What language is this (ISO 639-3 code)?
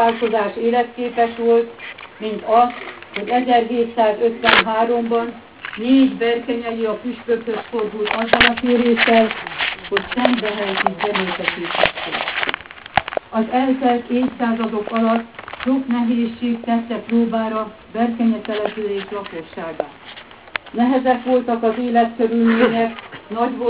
hun